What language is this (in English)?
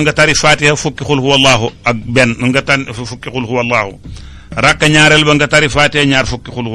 Wolof